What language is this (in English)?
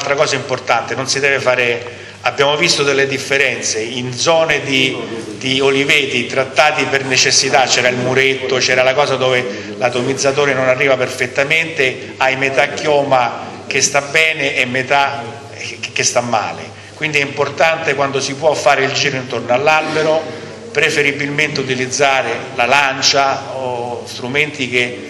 Italian